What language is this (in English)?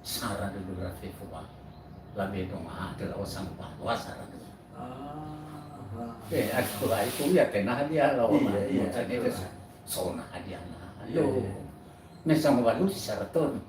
Nias